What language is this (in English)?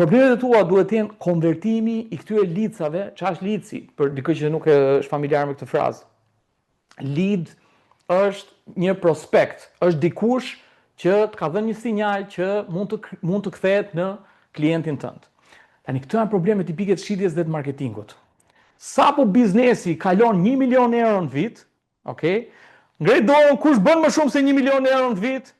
Albanian